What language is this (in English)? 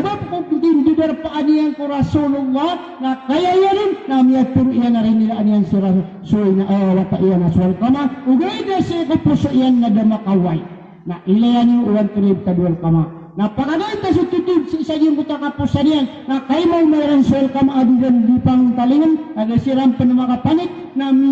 Maranao